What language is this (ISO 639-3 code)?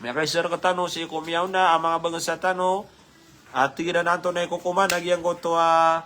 mrw